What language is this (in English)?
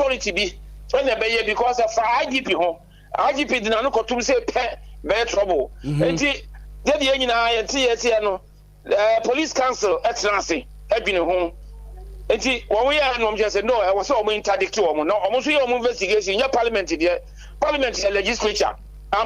Akan